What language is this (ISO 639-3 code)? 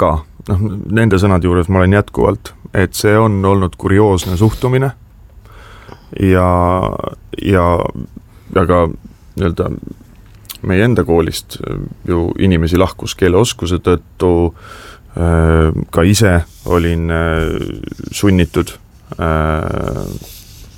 est